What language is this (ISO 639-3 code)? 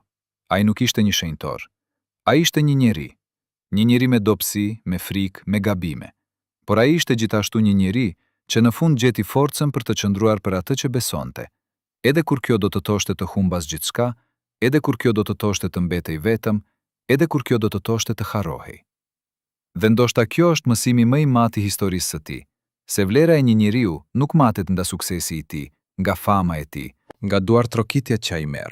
sqi